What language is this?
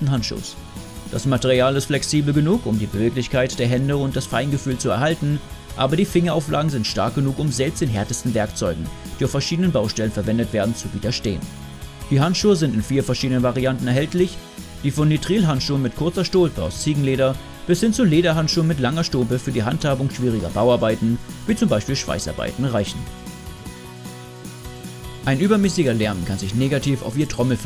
German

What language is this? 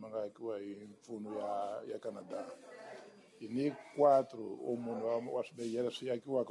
Tsonga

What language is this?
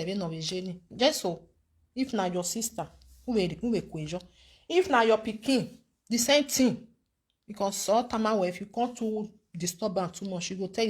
Nigerian Pidgin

